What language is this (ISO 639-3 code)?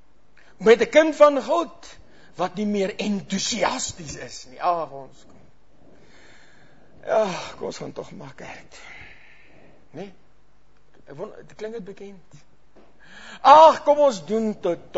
afr